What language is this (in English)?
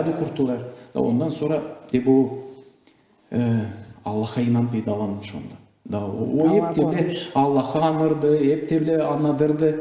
Gagauz